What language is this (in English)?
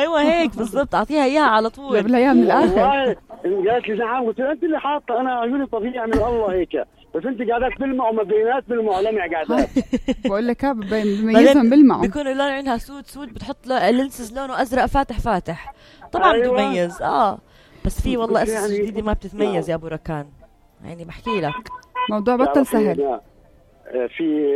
North Levantine Arabic